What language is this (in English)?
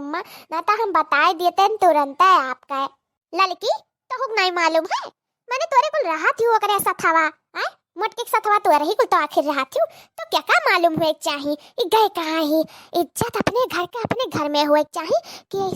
Awadhi